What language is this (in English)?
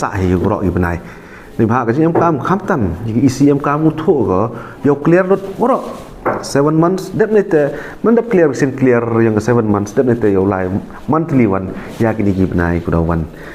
Pnar